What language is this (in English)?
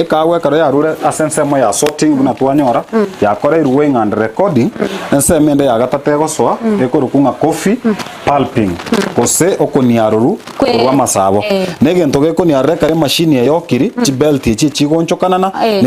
Gusii